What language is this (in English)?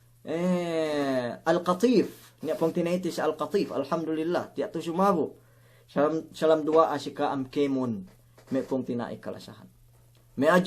Yakan